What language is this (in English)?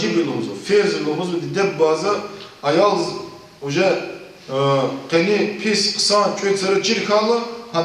Lezghian